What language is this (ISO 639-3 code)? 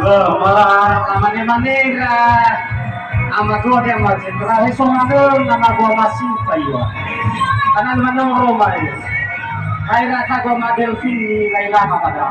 nia